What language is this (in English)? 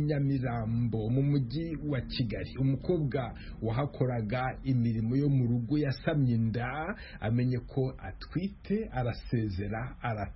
Kinyarwanda